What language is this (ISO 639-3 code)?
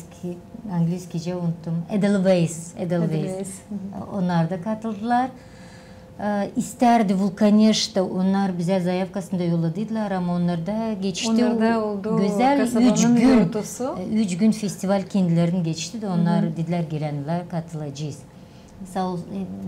gag